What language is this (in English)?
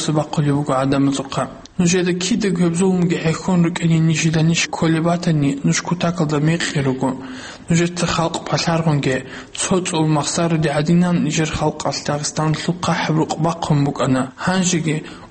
Avaric